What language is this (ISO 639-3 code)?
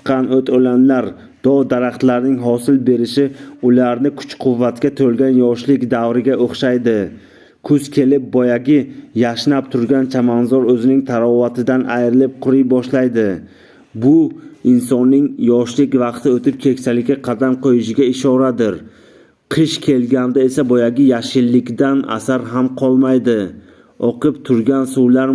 uzb